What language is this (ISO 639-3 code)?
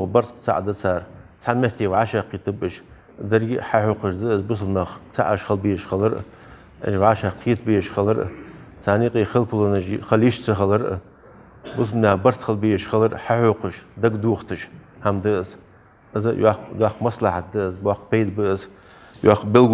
inh